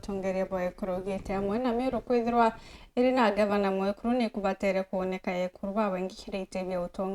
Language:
Meru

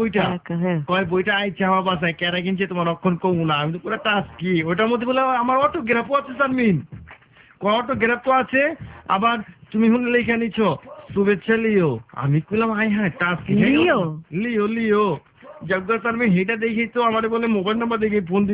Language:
Bangla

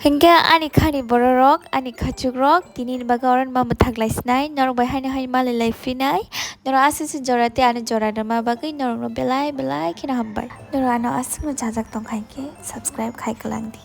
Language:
Kok Borok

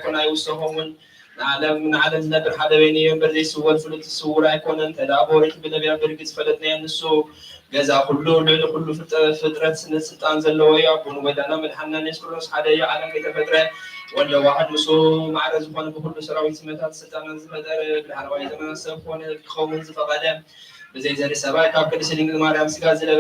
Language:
Tigrinya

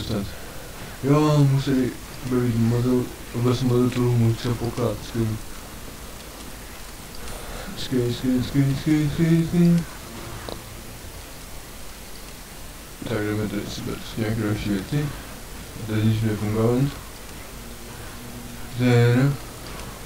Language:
Czech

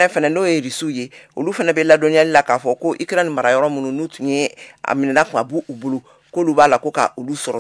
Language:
Bambara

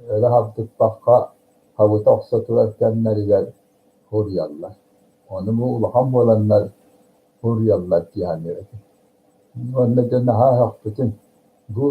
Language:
Yakut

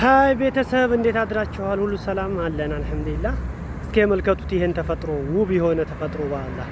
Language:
Amharic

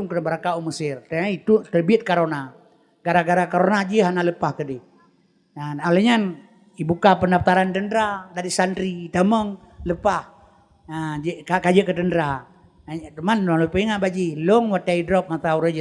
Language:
Achinese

